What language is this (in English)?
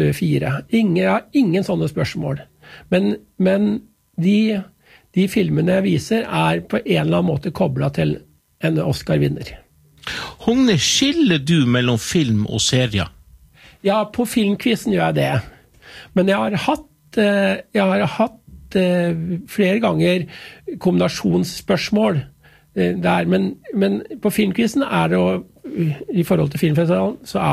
Norwegian